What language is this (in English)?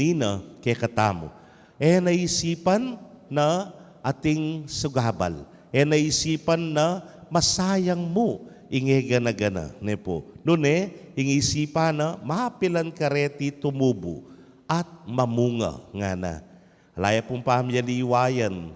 Pampanga